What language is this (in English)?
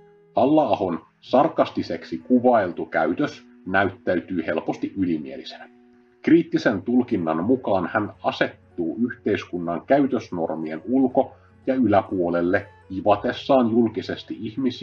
Finnish